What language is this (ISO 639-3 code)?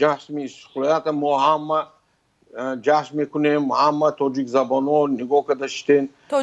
tgk